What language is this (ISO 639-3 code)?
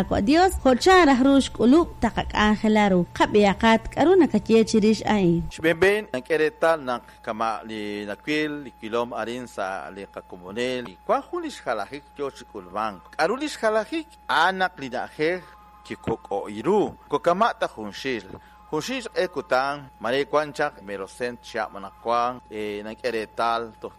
kek